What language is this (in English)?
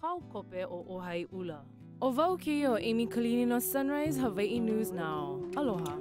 Hawaiian